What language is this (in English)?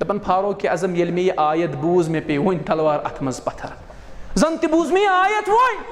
Kashmiri